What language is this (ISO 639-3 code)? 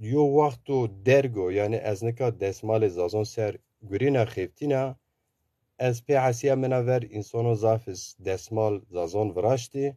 zza